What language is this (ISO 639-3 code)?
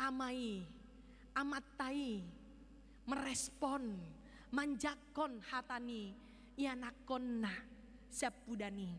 bbc